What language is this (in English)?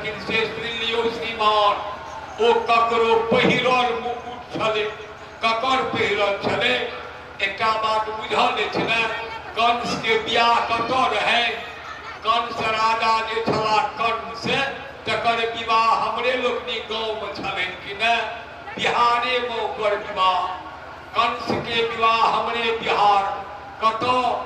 Maithili